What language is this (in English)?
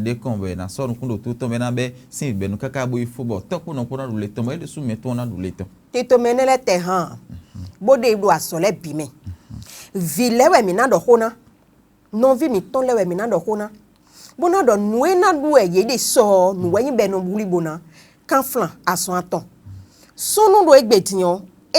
Fon